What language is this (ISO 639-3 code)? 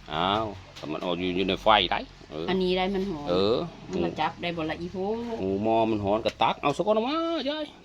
tts